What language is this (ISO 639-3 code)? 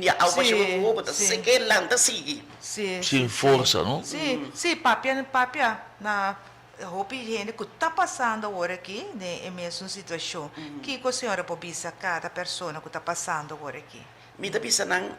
pap